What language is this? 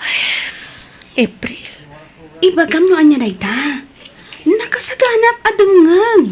Iloko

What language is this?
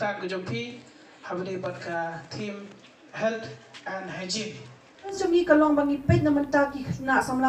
Khasi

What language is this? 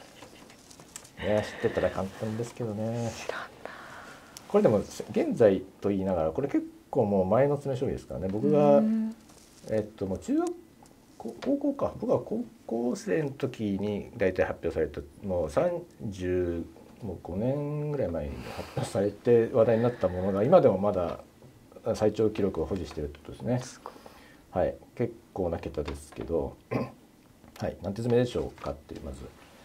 Japanese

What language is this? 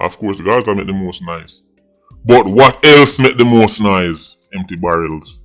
Jamaican Creole English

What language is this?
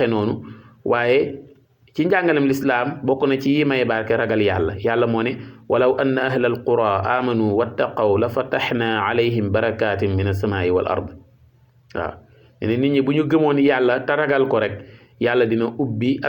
Wolof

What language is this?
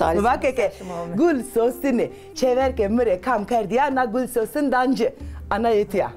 Zaza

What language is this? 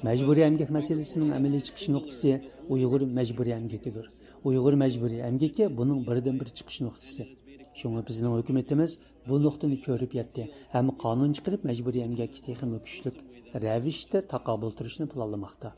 Uyghur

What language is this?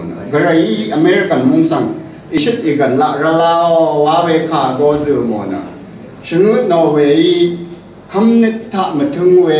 Rawang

